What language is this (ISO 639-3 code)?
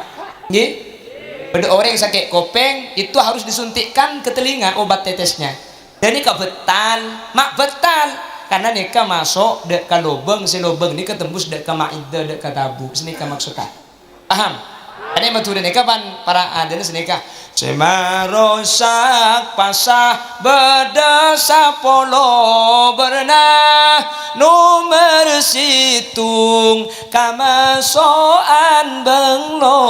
mad